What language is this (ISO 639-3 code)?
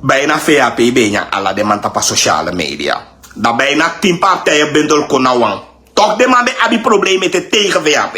srn